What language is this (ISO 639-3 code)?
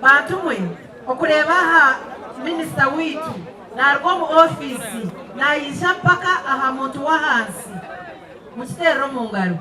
nyn